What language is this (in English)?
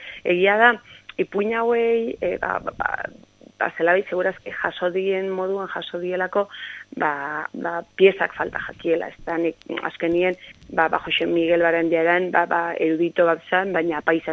Basque